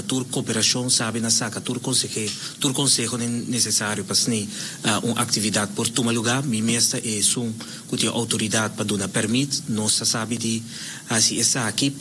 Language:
Papiamento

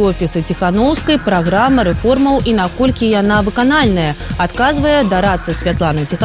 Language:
Belarusian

